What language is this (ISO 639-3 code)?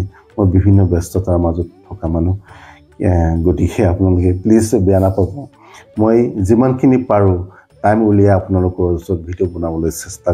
asm